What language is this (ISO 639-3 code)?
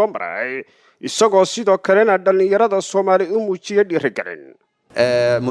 som